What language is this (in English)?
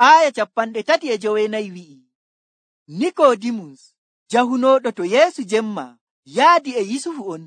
Nigerian Fulfulde